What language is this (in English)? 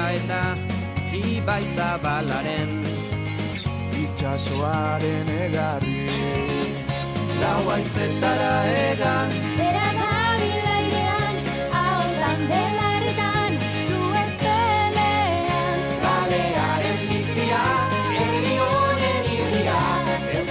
Basque